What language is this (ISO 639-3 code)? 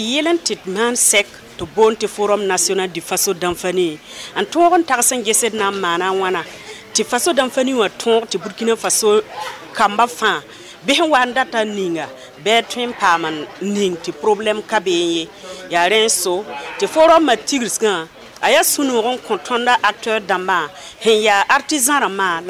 mos